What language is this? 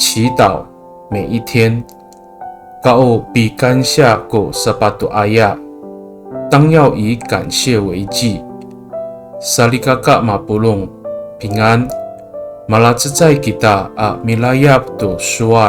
Amis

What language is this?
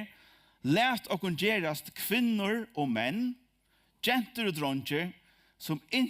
Faroese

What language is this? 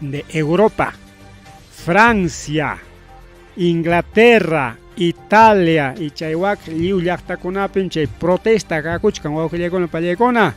Ayacucho Quechua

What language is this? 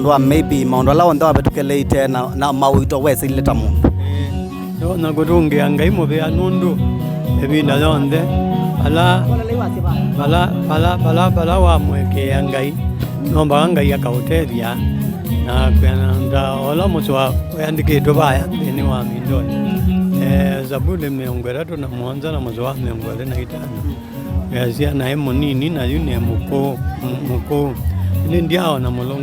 Kamba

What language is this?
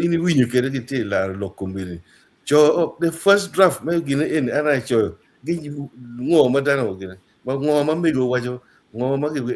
Acoli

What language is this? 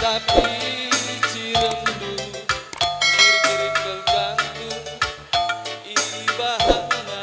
Batak Karo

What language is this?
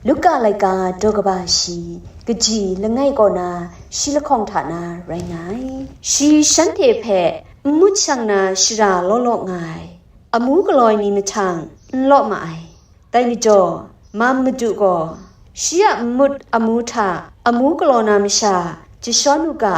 Kachin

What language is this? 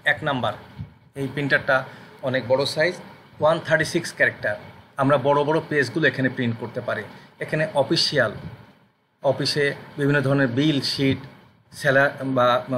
Bangla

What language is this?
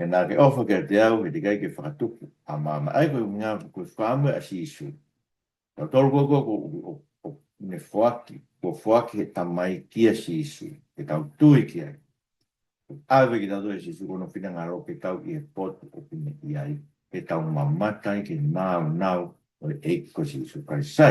Tongan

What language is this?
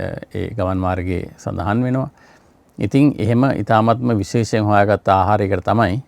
Sinhala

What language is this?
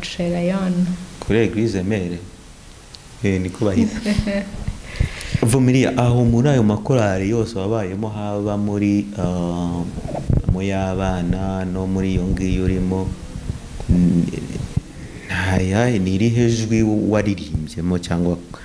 Kinyarwanda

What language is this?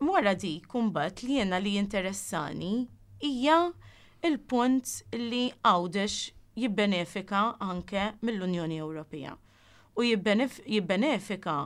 Maltese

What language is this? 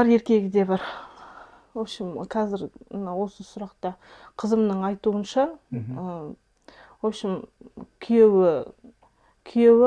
Kazakh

